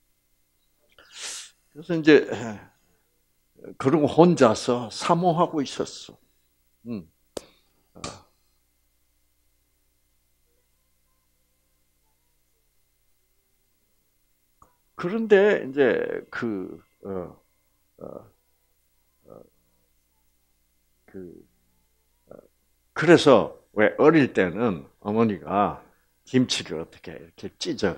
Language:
Korean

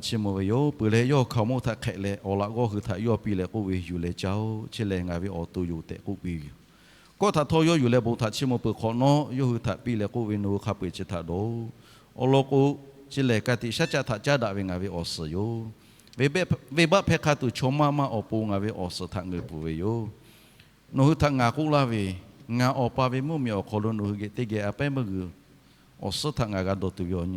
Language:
Lahu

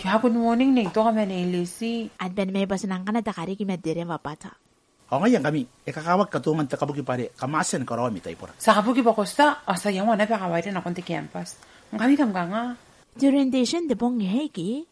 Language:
Gilbertese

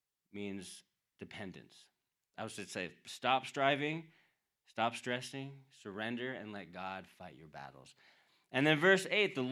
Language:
English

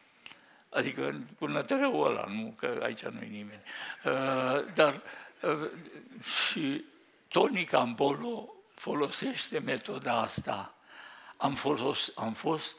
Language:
Romanian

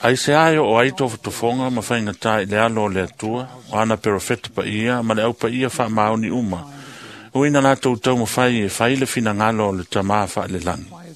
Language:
Samoan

